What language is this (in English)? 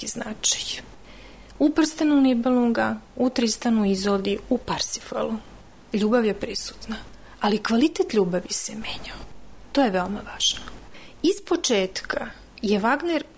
Serbian